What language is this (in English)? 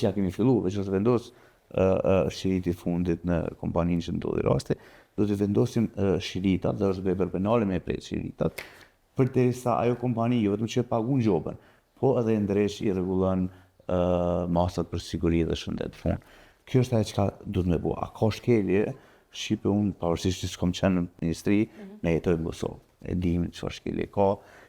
Albanian